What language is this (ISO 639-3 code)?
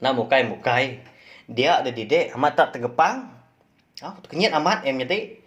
iba